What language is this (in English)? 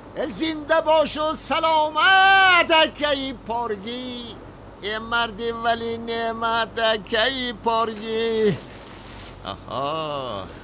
Tajik